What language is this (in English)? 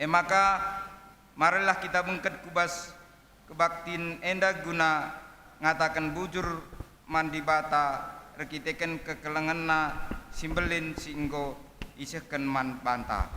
Batak Karo